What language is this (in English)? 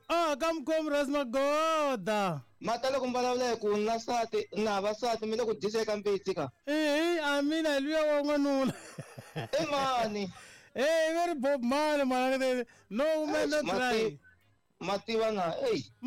Tsonga